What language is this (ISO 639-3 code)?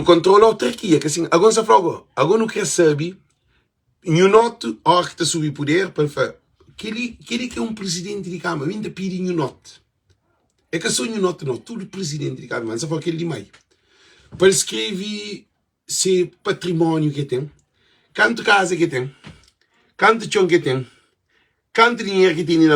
kea